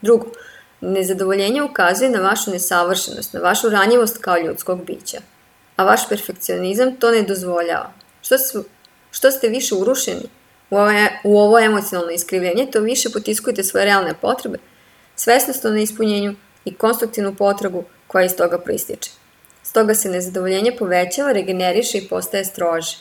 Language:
Serbian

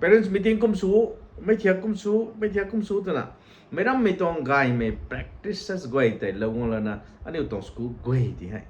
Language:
Rongmei Naga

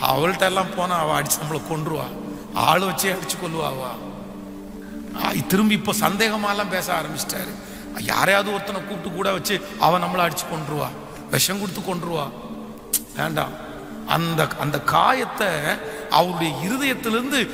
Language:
Tamil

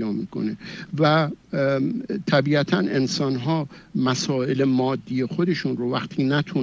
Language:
Persian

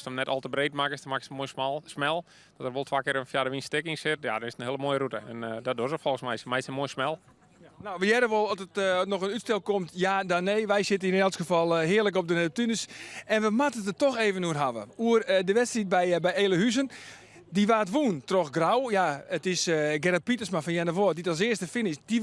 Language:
Western Frisian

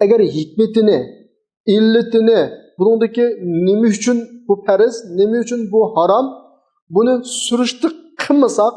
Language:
Uyghur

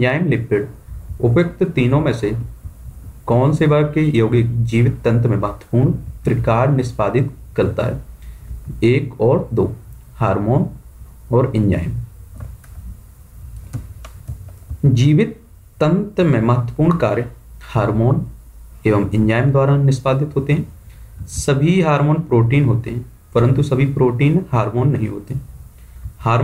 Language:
Hindi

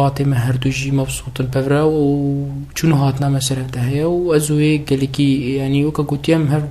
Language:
Kurdish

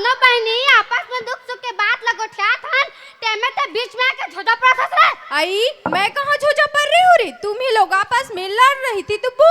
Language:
Chhattisgarhi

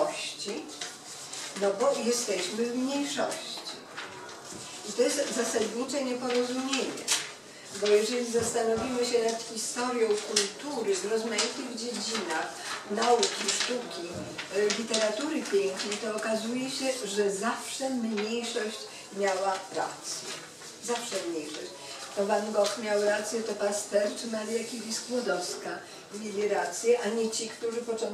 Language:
Polish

